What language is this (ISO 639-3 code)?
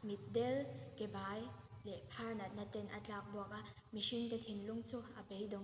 lus